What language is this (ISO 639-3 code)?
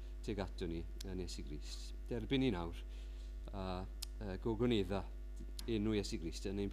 cym